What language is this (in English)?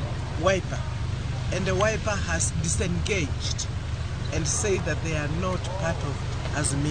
Luo (Kenya and Tanzania)